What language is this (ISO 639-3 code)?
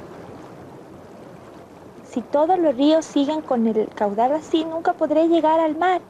spa